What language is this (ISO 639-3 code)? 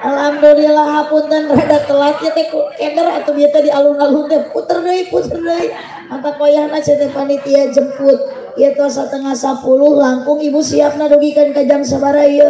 sun